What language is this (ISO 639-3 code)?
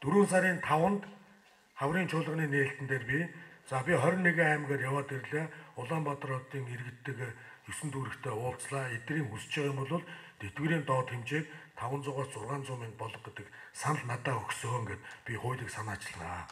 mon